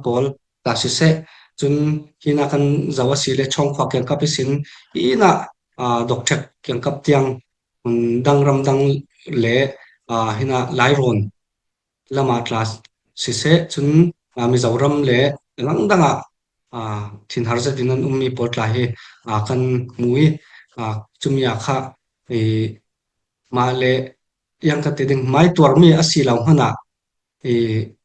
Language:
Falam Chin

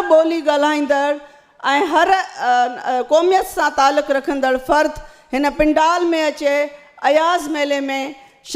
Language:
Sindhi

